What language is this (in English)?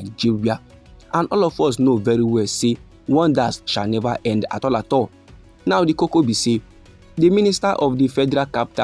Nigerian Pidgin